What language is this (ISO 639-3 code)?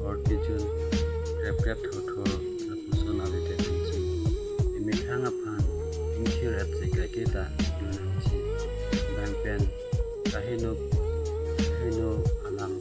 mjw